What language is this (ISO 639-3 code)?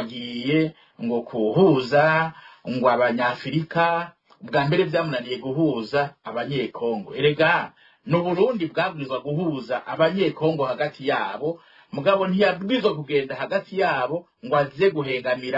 run